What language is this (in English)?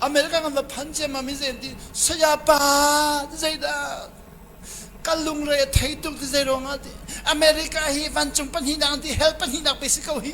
Hakha Chin